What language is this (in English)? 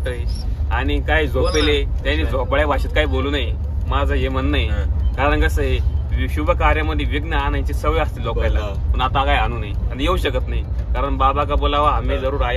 Marathi